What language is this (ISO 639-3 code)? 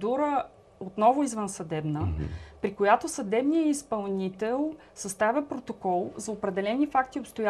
bul